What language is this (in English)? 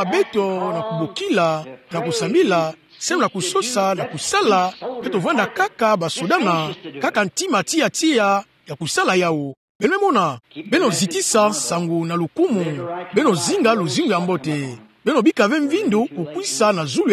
Kituba (Democratic Republic of Congo)